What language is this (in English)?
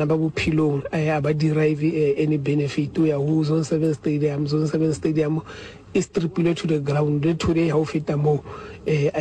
Southern Sotho